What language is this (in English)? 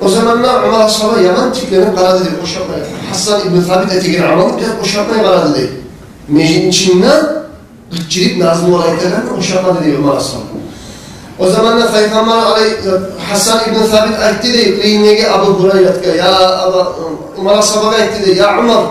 Kumyk